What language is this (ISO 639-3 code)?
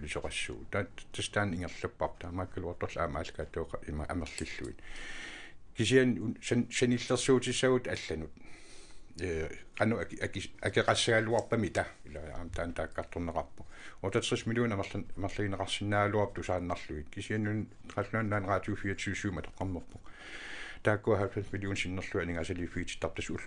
kal